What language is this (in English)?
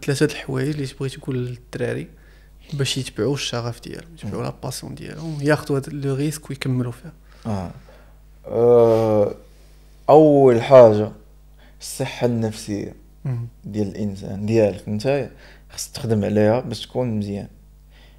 Moroccan Arabic